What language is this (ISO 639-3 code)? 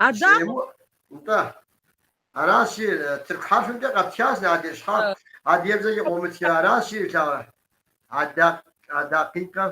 kbd